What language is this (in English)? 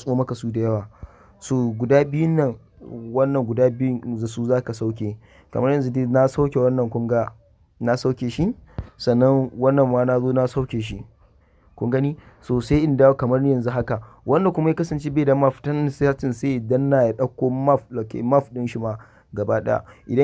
Hausa